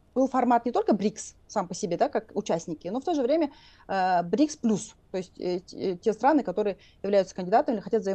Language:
Russian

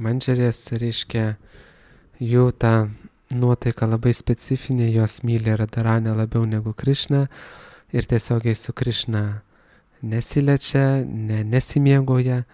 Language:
Lithuanian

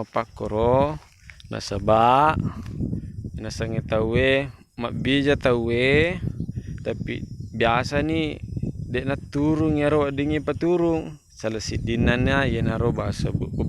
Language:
Buginese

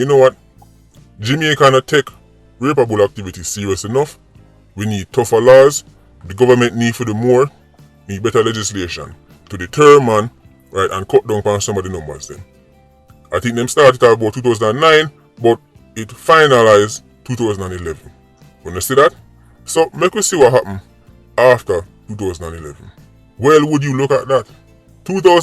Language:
Jamaican Creole English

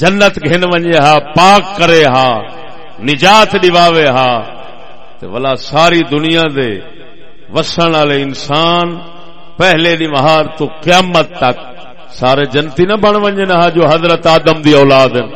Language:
Saraiki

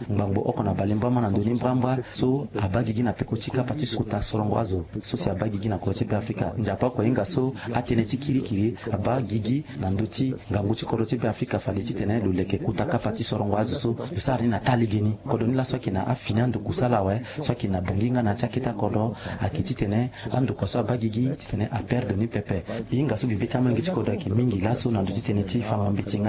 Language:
Sango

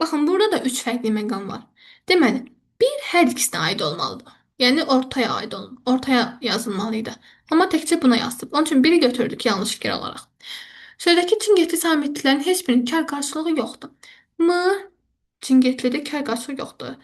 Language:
Azerbaijani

